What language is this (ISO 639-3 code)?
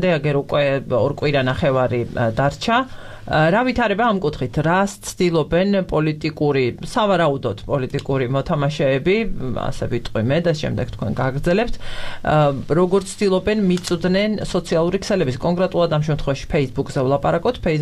kat